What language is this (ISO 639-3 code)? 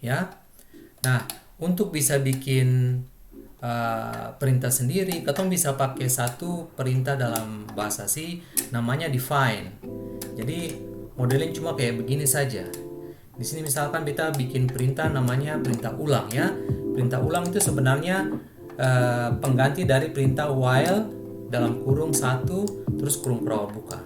abs